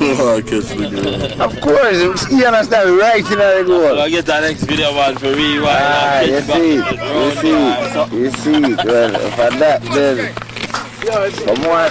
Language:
Jamaican Creole English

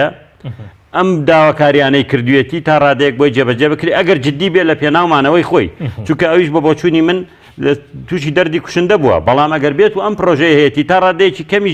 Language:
Central Kurdish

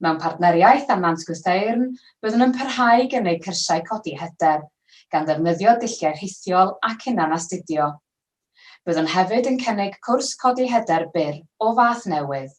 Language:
Welsh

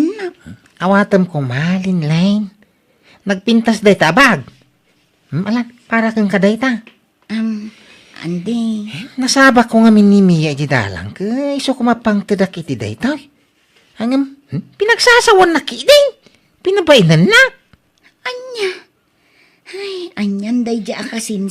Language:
Iloko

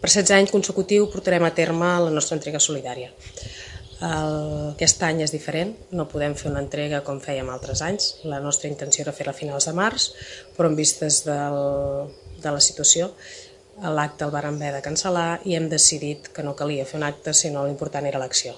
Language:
Catalan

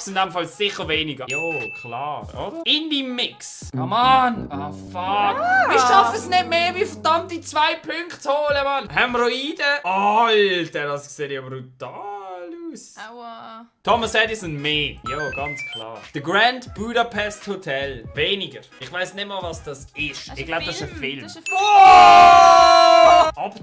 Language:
Swiss German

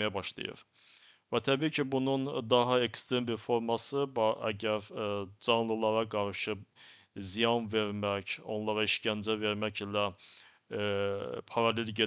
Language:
Azerbaijani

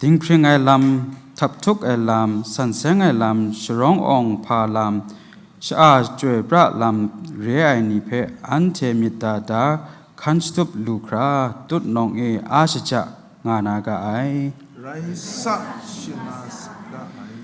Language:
Kachin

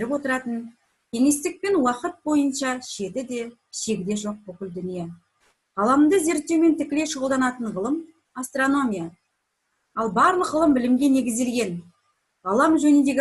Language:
Kazakh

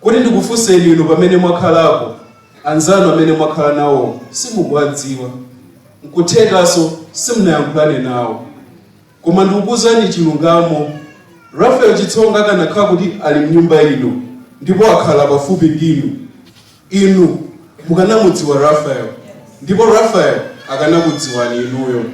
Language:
Nyanja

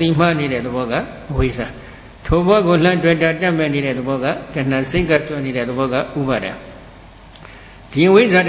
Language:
Burmese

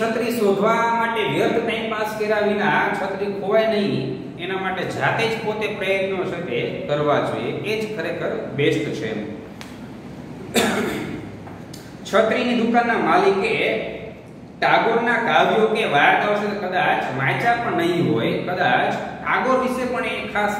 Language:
Gujarati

